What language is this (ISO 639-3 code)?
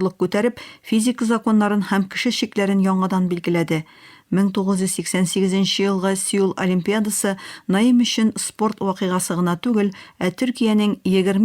tat